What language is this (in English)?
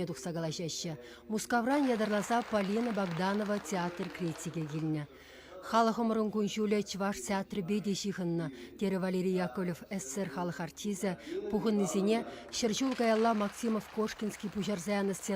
Chuvash